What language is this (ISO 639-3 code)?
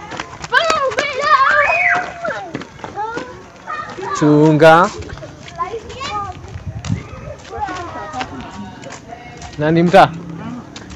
swa